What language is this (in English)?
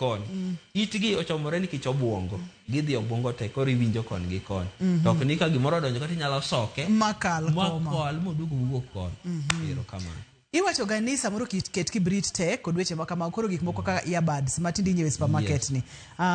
Luo (Kenya and Tanzania)